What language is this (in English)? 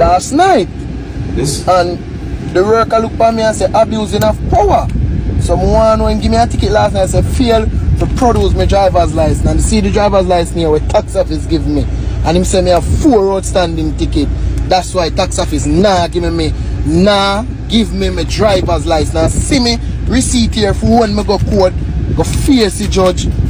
Jamaican Creole English